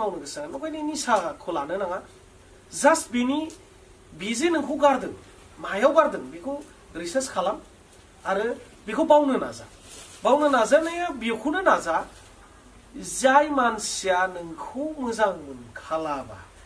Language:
Bodo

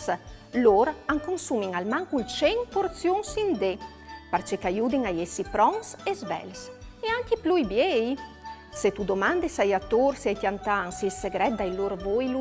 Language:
Friulian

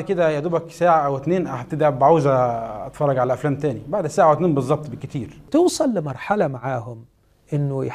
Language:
Egyptian Arabic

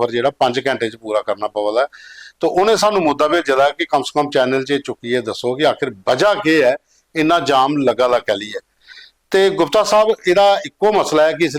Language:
Dogri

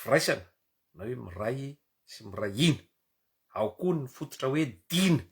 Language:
Malagasy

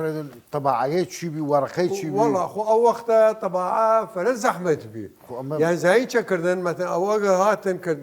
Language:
Southern Kurdish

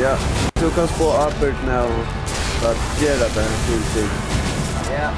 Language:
Faroese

